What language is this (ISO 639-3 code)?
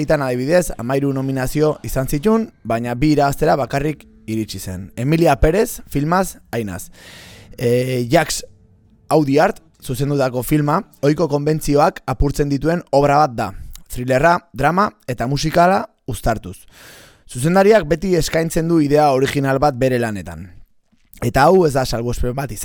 eus